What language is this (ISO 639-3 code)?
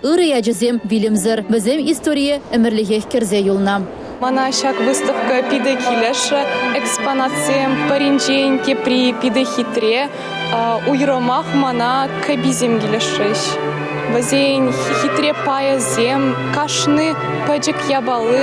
chv